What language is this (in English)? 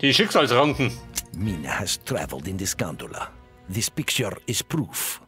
Bavarian